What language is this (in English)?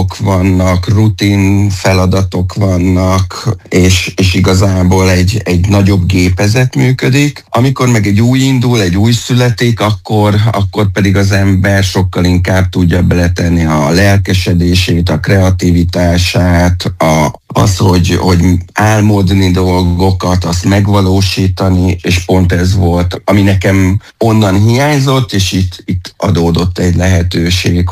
Hungarian